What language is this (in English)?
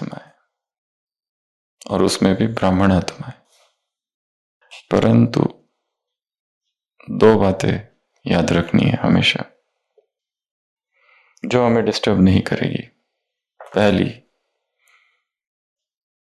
Hindi